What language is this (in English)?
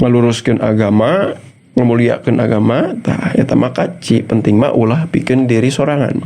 Sundanese